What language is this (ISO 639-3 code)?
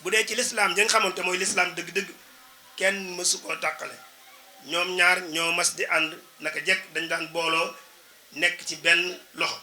wol